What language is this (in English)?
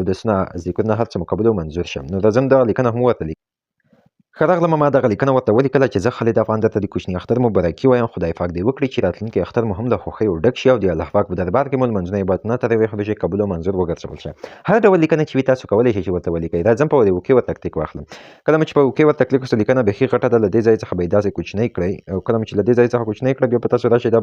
Pashto